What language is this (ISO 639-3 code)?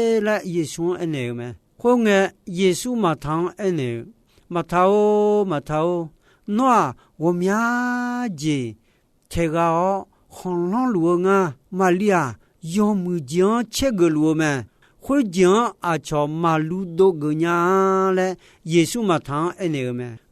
ahk